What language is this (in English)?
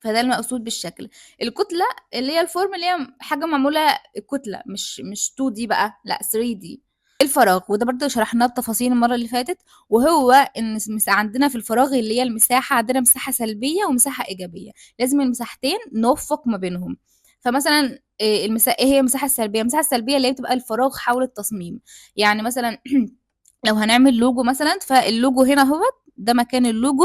Egyptian Arabic